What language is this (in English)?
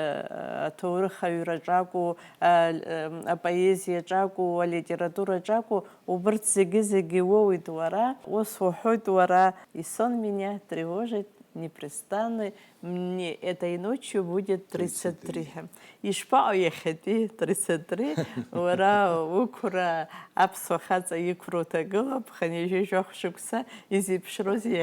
Abkhazian